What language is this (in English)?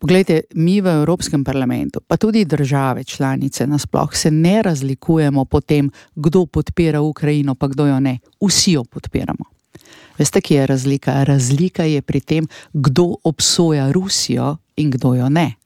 Slovenian